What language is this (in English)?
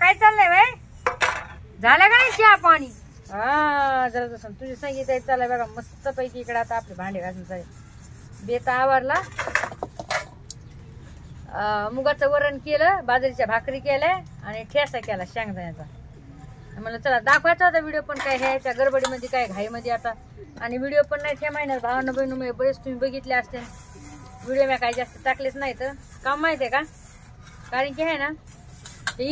Marathi